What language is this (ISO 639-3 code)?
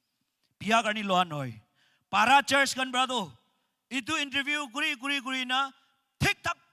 nag